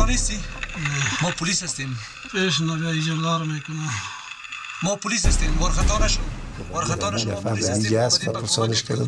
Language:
Persian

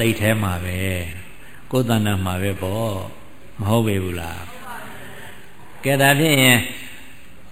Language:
Burmese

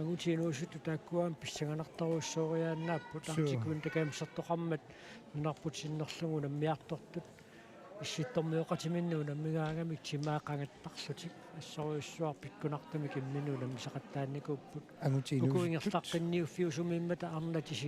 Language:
Kalaallisut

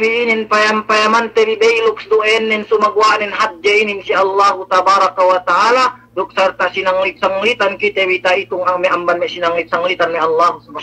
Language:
Yakan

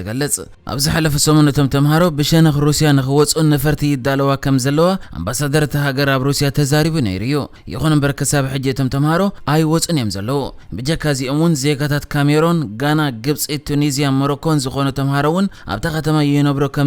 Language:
Tigrinya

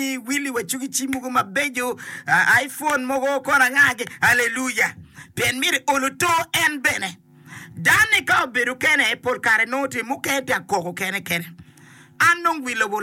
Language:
Acoli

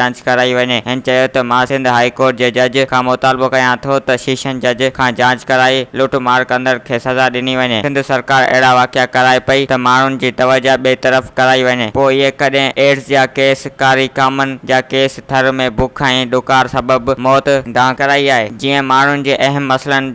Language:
Sindhi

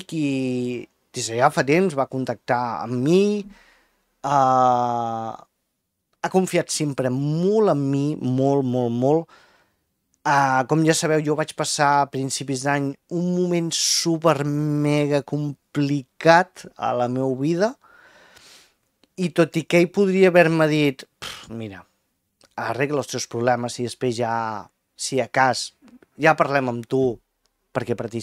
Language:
Catalan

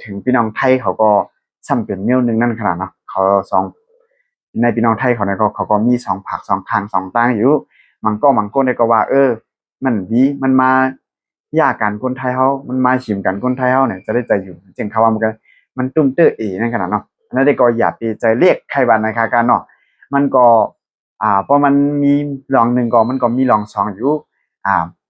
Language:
Shan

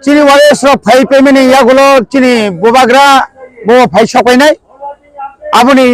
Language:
Kok Borok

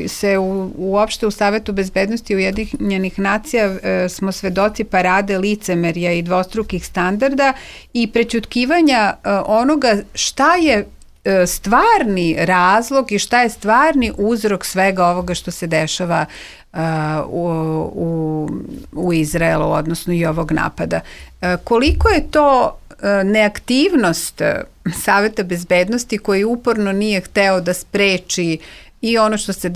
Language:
Serbian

